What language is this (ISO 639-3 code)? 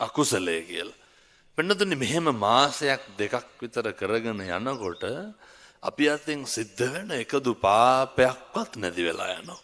sin